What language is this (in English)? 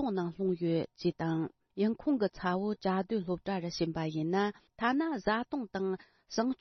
Tibetan